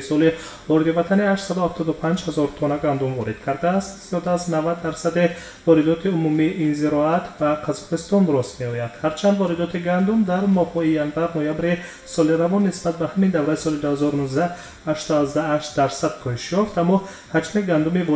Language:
Tajik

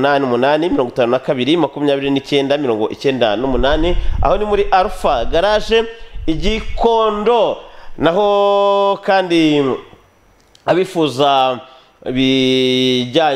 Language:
Kinyarwanda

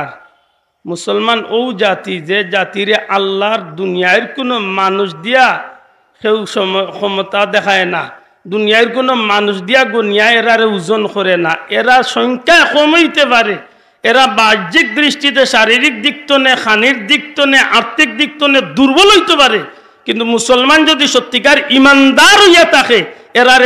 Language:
Sylheti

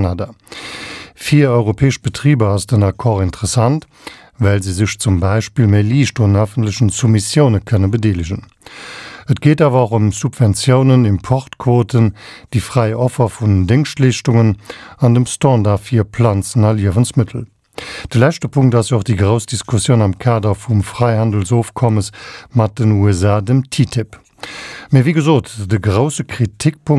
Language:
Luxembourgish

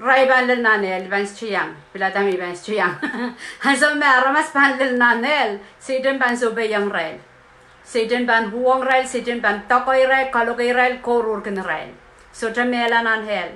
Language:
Pohnpeian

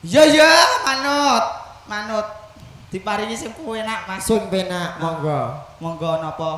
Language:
Javanese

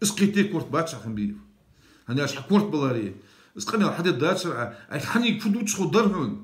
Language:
Ingush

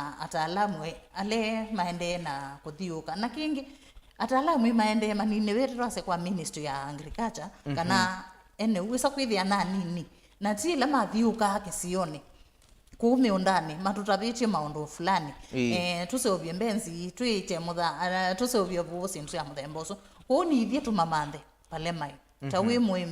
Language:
Kamba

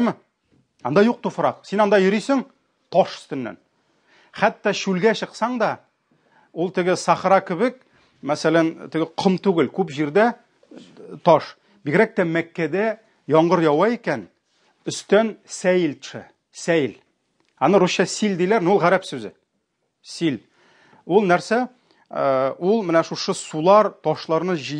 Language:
Tatar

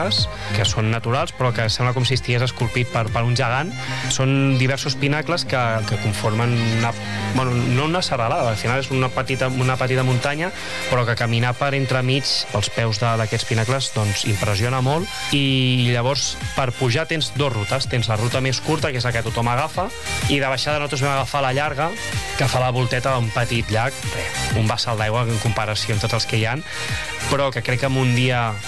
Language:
Catalan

